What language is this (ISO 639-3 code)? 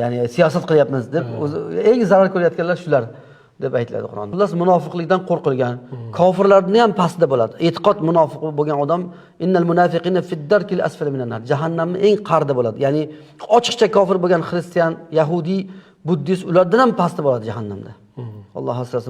uzb